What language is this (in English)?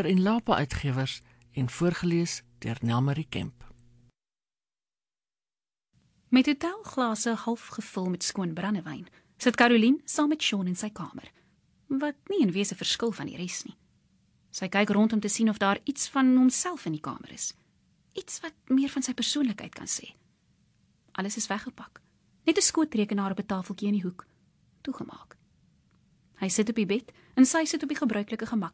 Afrikaans